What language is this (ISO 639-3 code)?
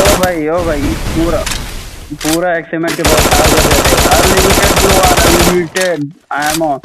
hne